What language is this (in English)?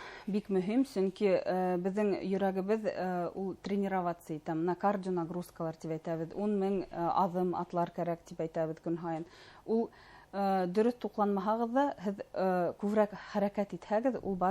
Bashkir